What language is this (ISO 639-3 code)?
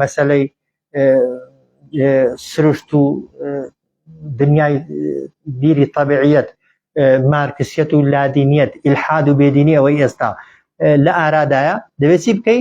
ckb